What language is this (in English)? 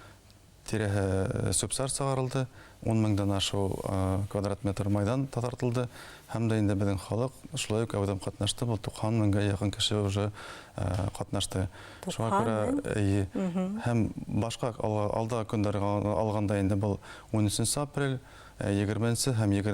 Bashkir